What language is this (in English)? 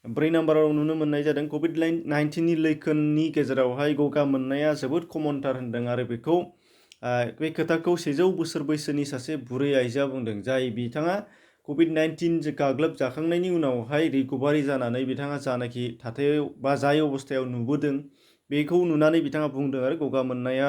Bodo